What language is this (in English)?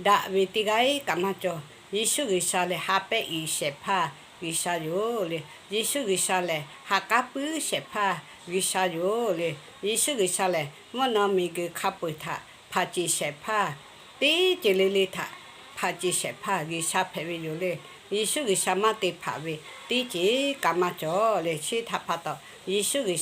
Lahu